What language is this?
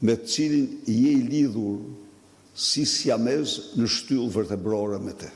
Albanian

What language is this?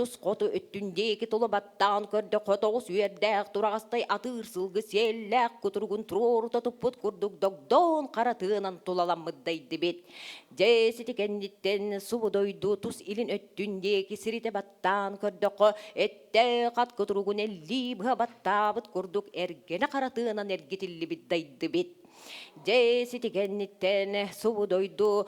Yakut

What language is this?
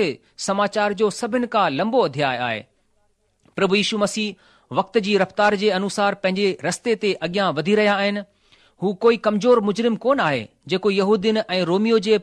Sindhi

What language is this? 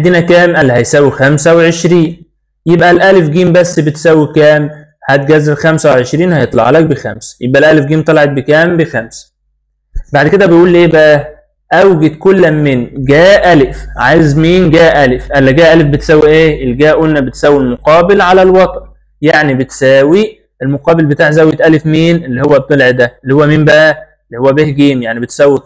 Egyptian Arabic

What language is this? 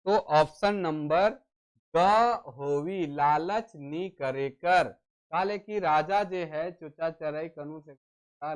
Sadri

